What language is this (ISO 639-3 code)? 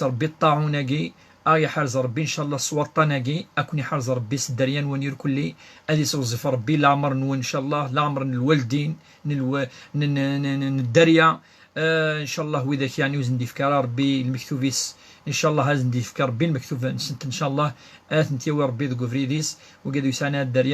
kab